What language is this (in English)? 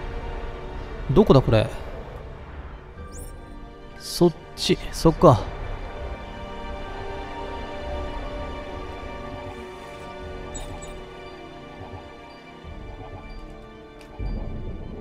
Japanese